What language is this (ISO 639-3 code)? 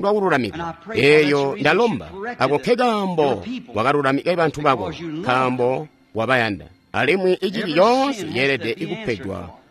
toi